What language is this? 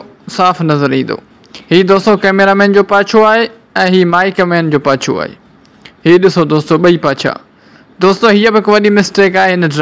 Sindhi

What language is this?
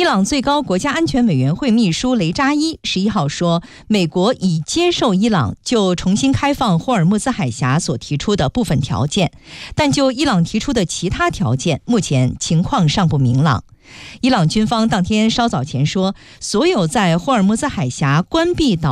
Chinese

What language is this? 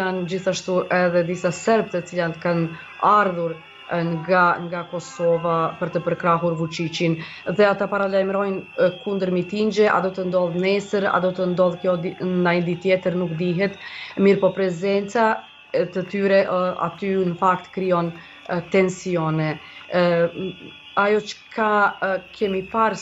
Albanian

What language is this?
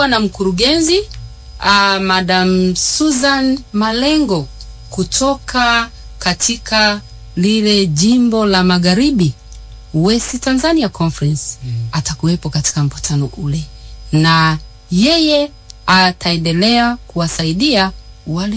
Swahili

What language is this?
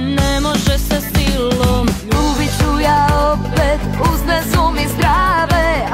Croatian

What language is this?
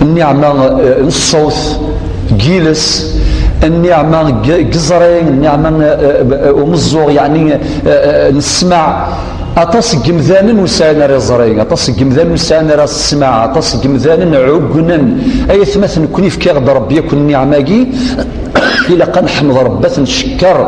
Kabyle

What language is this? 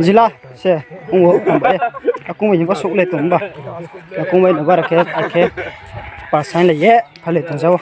Riang (India)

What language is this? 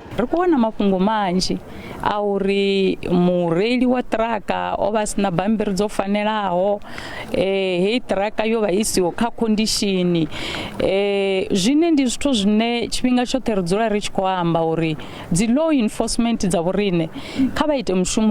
Venda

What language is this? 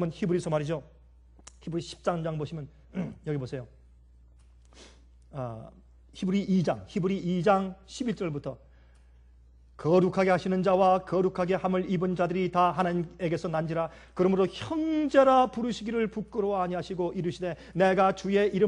Korean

